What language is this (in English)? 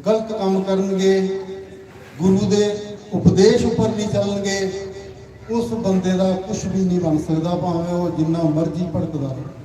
Dogri